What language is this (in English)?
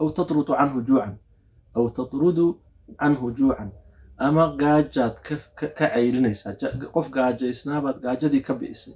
Somali